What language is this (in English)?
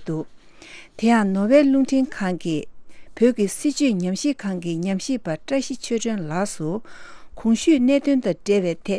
Tibetan